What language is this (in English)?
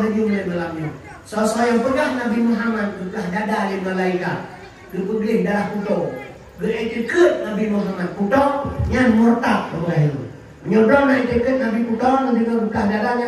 Achinese